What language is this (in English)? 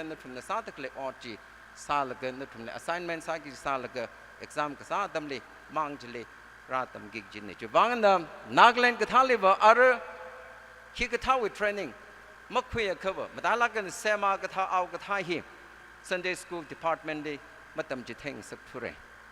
Tangkhul Naga (India)